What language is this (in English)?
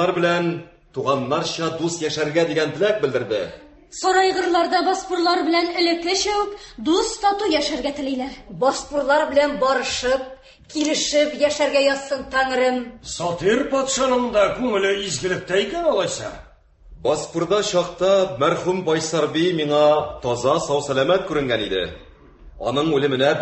Tatar